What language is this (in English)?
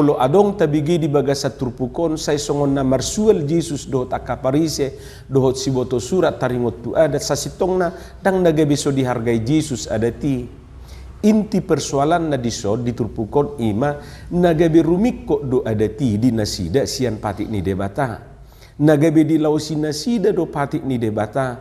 Batak Toba